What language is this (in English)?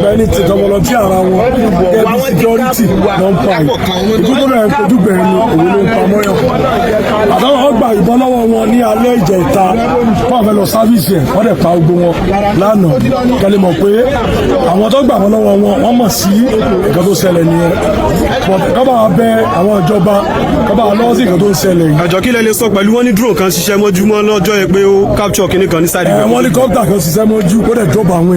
Yoruba